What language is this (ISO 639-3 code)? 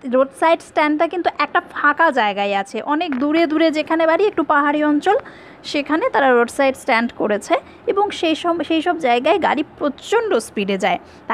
ben